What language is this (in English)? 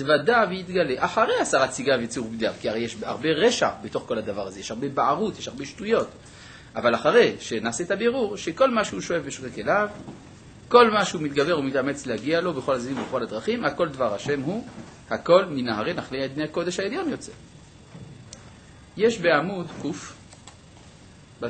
Hebrew